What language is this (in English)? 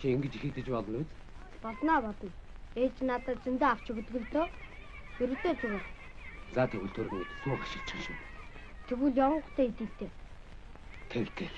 Mongolian